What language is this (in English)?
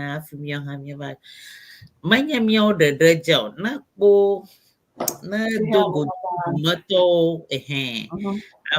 Ewe